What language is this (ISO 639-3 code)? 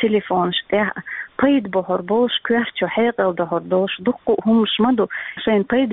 che